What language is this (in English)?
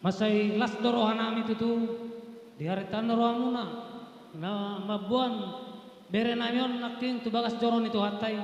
Batak Karo